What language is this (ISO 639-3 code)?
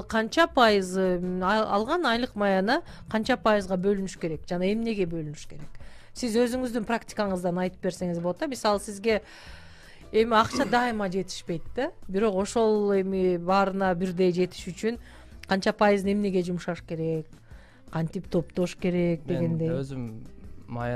kir